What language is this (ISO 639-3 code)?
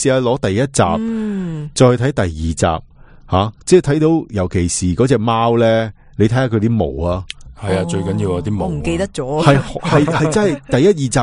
yue